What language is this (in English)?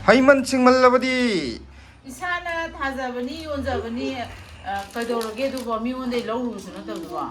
Manipuri